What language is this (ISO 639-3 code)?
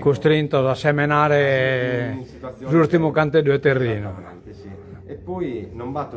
srd